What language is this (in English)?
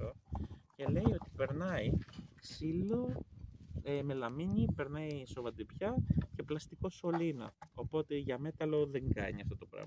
Greek